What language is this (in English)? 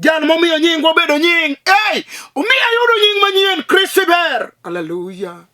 Luo (Kenya and Tanzania)